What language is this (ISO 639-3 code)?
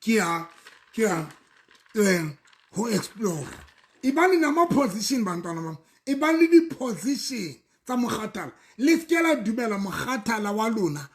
sot